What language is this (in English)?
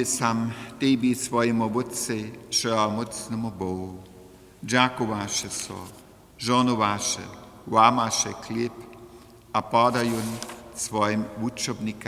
Upper Sorbian